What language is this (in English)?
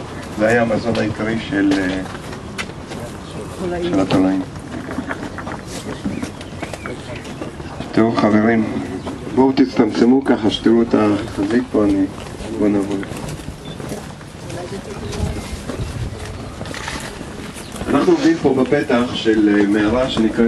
Hebrew